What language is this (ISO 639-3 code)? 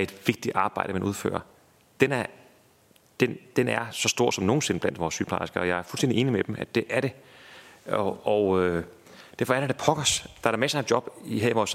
dan